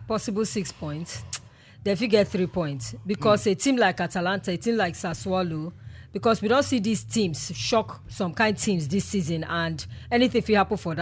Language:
Nigerian Pidgin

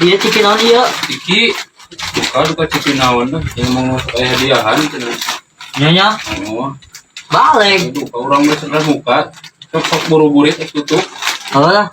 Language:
Sundanese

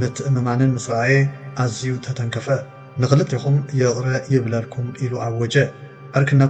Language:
Tigrinya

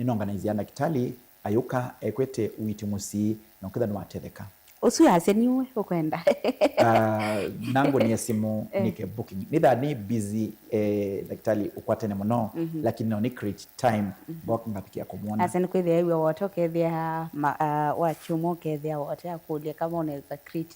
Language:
Kamba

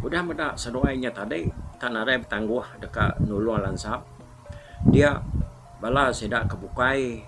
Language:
Iban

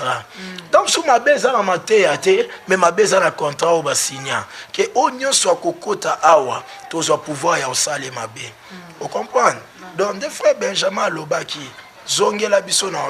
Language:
Lingala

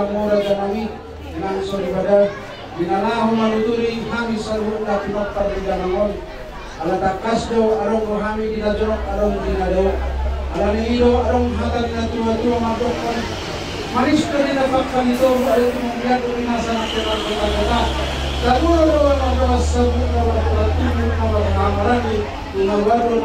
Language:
Batak Toba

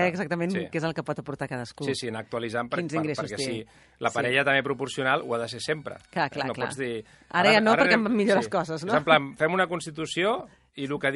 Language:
Catalan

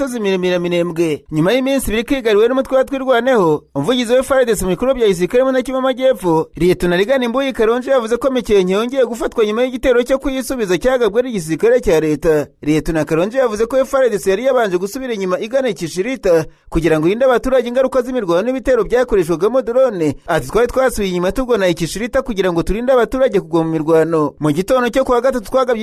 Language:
Kinyarwanda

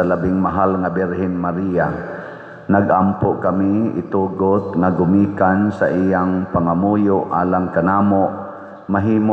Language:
Cebuano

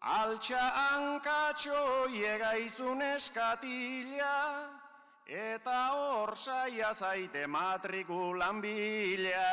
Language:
Basque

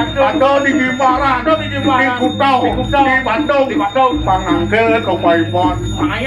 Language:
Balinese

